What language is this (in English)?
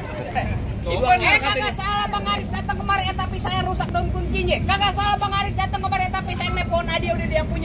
Betawi